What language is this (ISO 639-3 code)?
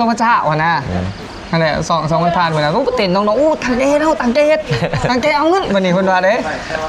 lao